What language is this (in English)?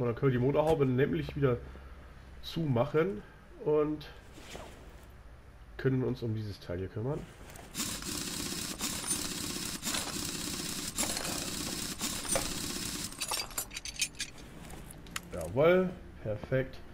German